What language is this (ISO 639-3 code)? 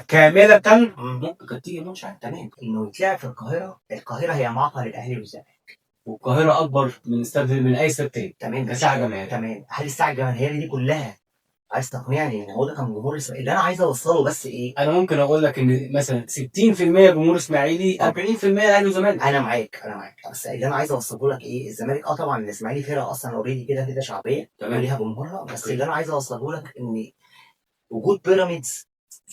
arz